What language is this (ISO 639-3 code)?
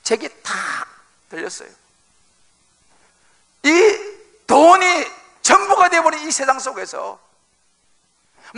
kor